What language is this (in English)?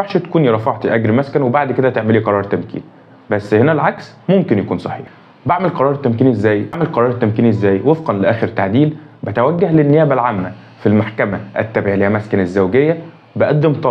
Egyptian Arabic